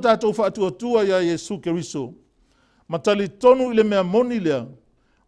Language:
Samoan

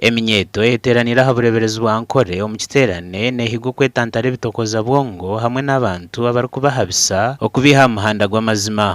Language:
Nyankole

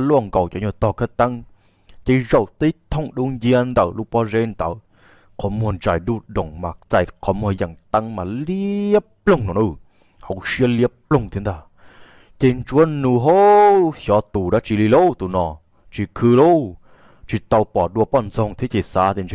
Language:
Hmong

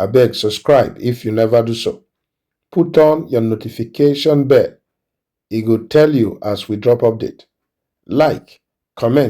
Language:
Nigerian Pidgin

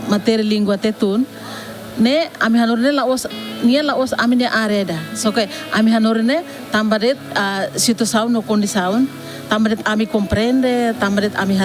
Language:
Tetum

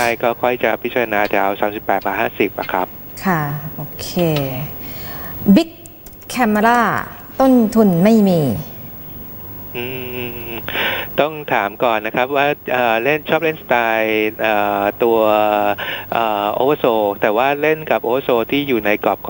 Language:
Thai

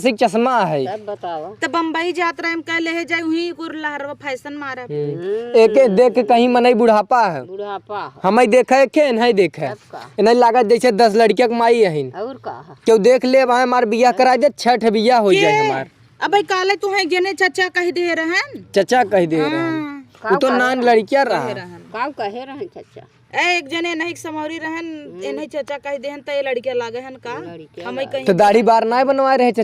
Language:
Awadhi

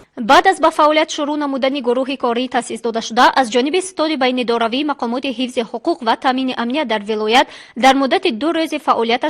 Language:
Tajik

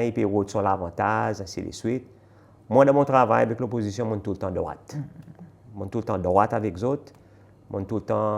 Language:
Seselwa Creole French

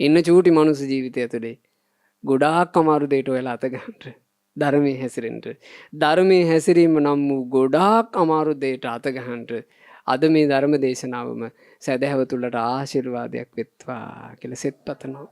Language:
Sinhala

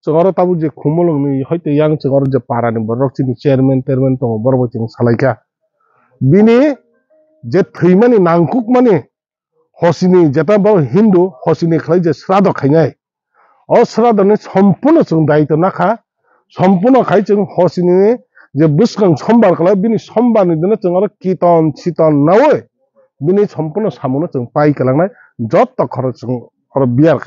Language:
Kok Borok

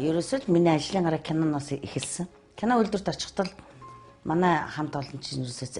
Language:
Mongolian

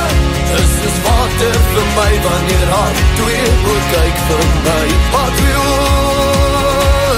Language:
Afrikaans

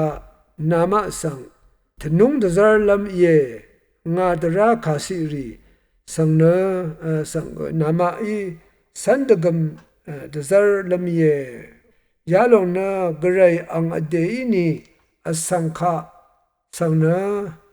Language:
Rawang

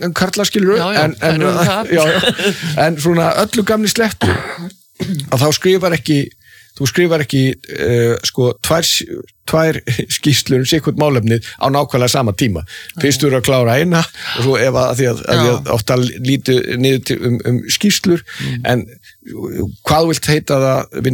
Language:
Icelandic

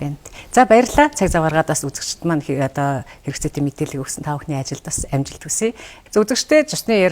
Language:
Mongolian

